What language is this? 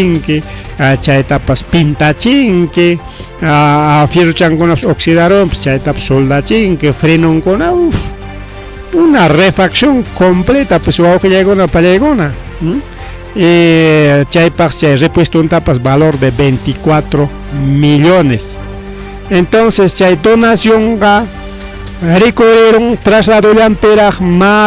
Ayacucho Quechua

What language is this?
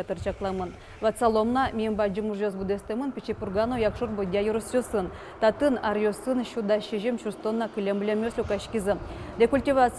Udmurt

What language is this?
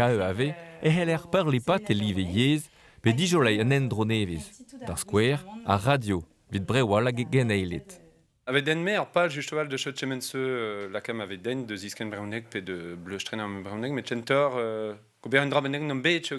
Breton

